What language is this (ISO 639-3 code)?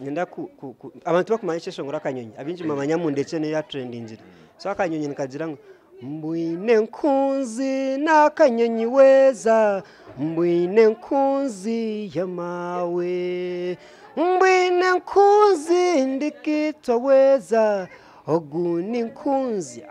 nyn